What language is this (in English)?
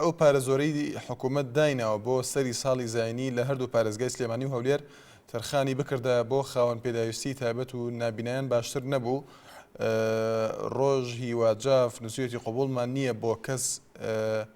Central Kurdish